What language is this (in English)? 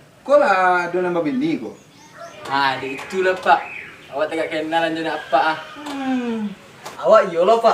Minangkabau